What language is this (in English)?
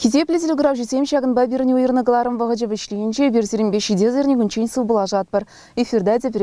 Chuvash